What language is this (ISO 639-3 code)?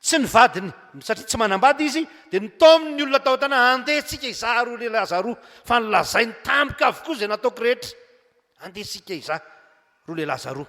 mlg